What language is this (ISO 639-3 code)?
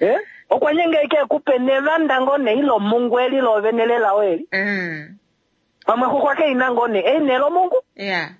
kua